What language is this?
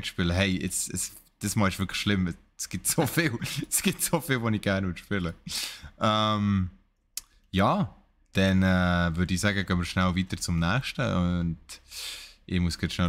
Swiss German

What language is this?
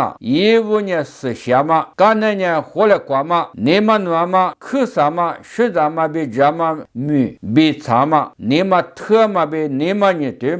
Lisu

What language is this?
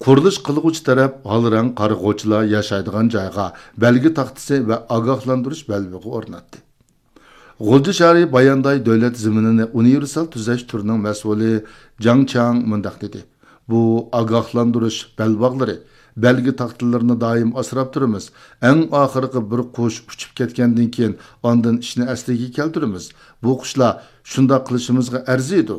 Uyghur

